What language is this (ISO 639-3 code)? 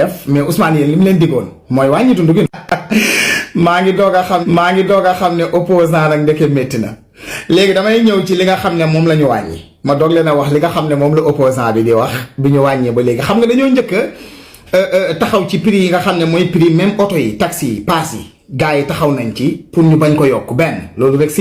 wol